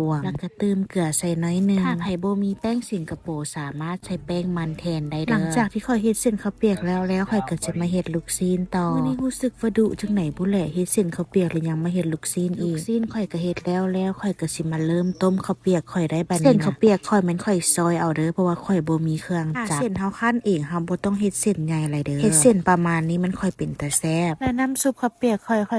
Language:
Lao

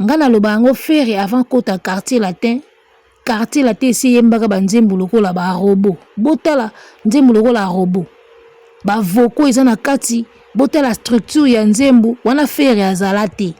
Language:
Lingala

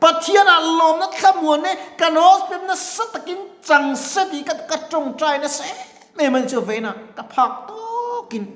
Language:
Mizo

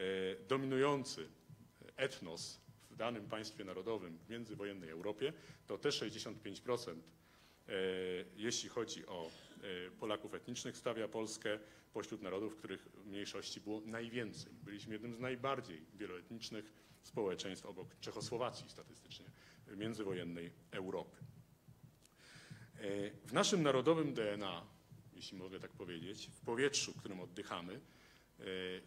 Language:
Polish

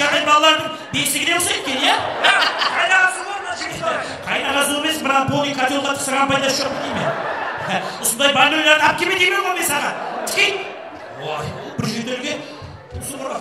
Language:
Kara-Kalpak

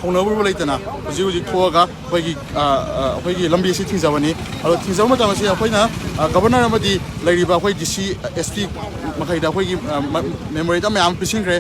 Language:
Manipuri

